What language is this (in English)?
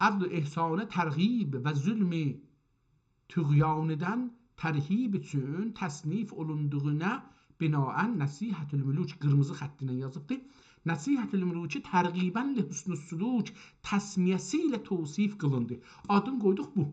South Azerbaijani